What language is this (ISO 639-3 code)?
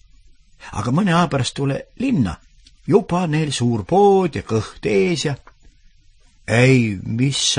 est